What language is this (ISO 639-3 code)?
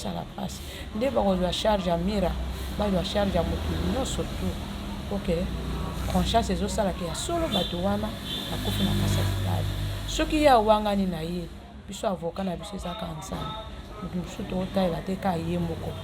lin